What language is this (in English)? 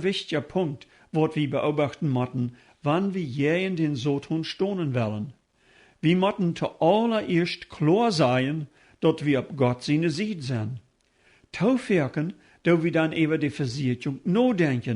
Plautdietsch